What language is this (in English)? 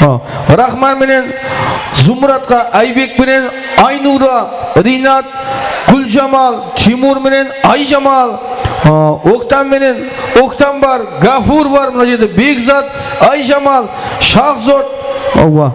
Kara-Kalpak